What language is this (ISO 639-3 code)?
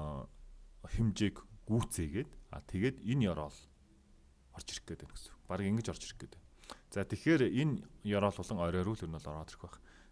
mon